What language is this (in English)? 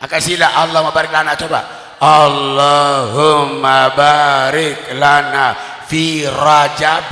Sasak